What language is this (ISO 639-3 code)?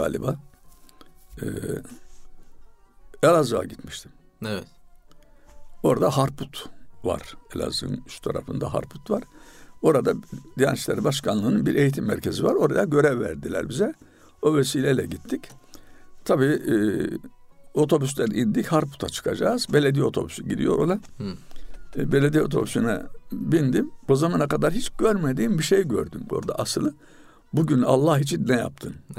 tur